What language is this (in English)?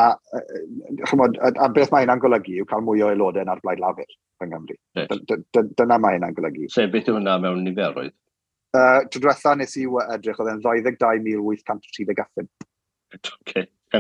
Welsh